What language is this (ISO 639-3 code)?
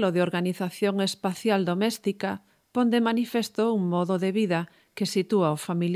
glg